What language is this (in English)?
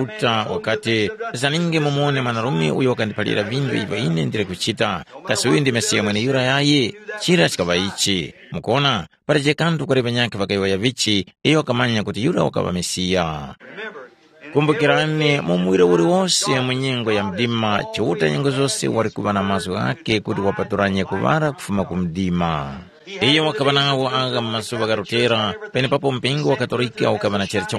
Tumbuka